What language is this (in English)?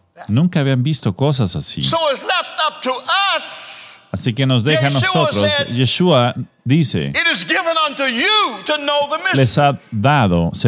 Spanish